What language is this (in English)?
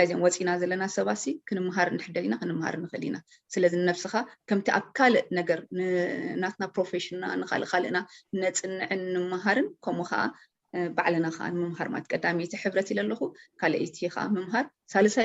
Tigrinya